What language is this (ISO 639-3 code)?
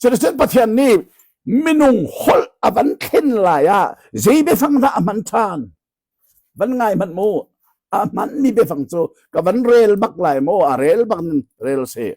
cnh